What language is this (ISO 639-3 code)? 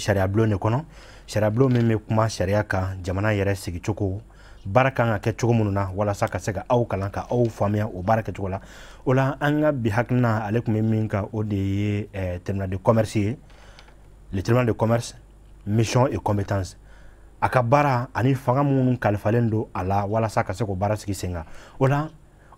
bam